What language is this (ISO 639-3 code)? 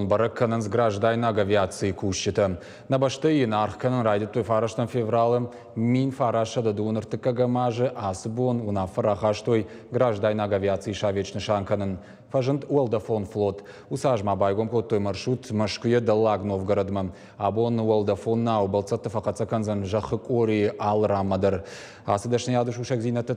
oss